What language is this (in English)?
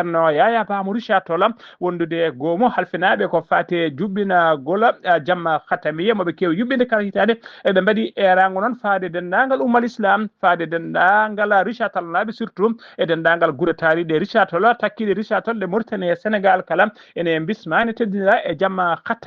Fula